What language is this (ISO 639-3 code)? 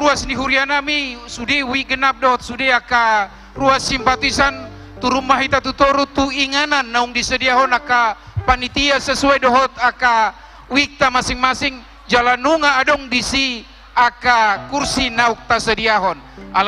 bbc